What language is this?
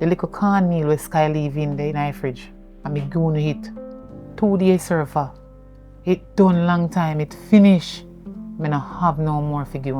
Jamaican Creole English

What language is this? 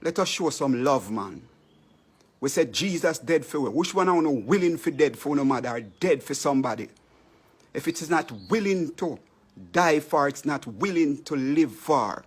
Jamaican Creole English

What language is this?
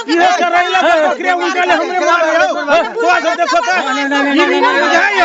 Maithili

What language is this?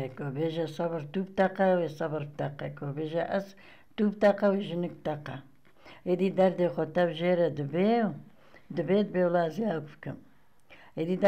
Kurdish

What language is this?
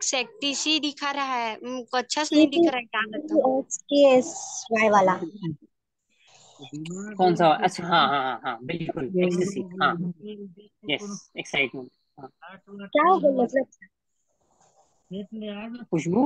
Hindi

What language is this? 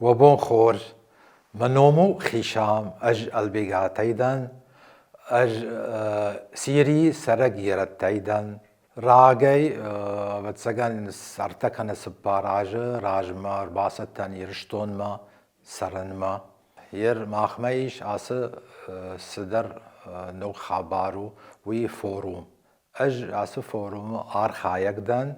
Ossetic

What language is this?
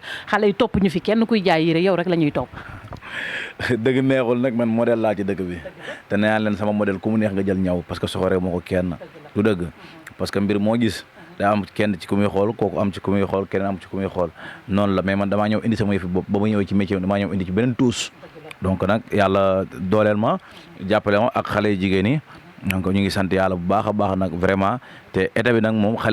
Wolof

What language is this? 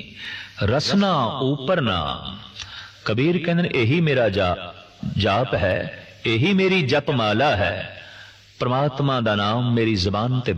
Punjabi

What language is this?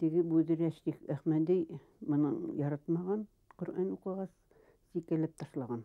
Bashkir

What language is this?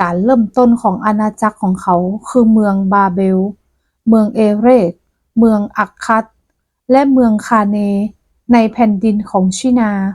Northern Thai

